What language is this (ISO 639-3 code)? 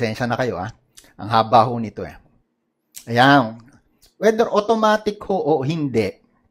fil